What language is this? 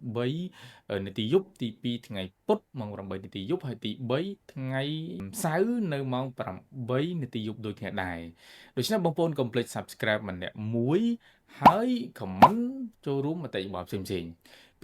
Khmer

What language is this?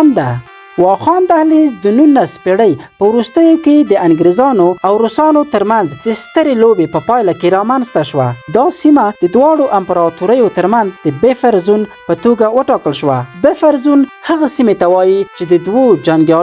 Pashto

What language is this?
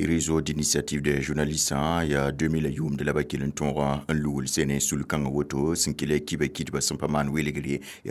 Mossi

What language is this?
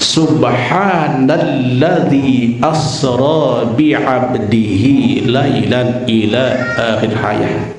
Sasak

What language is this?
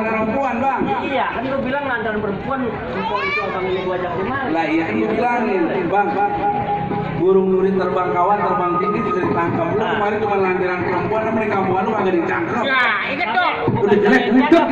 Betawi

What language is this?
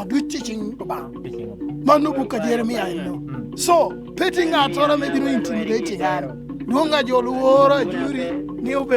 Lango (Uganda)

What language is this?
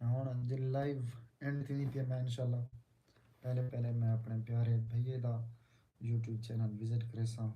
Saraiki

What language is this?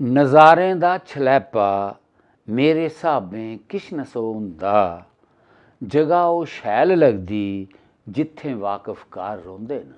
Dogri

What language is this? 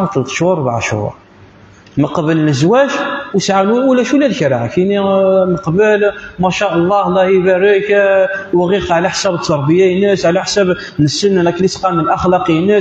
Kabyle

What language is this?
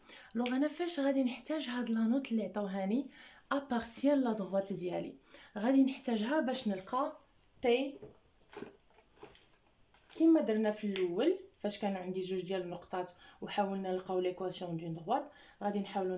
Moroccan Arabic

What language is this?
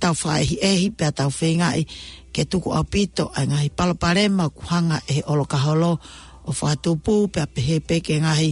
Tongan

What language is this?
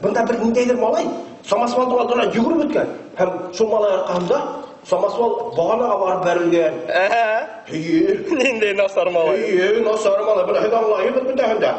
Bashkir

